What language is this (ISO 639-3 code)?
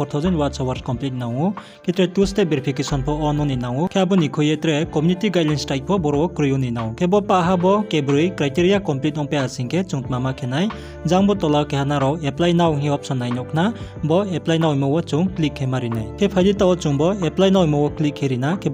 ria